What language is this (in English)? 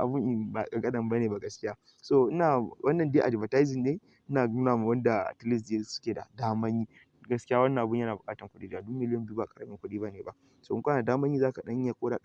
Hausa